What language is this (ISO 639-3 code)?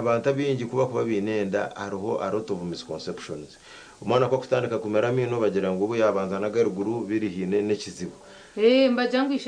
nyn